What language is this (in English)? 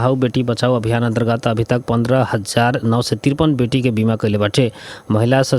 Bhojpuri